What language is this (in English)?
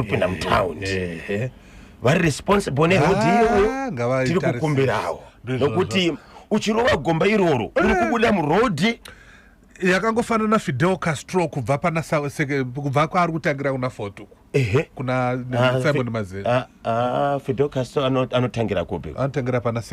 Shona